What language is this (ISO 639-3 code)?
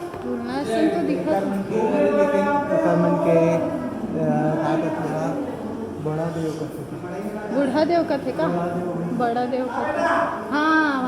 hne